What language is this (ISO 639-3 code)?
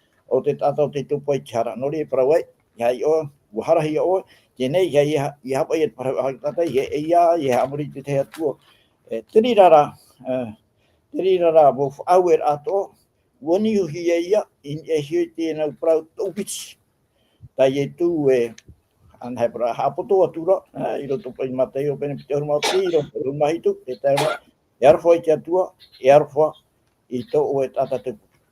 tah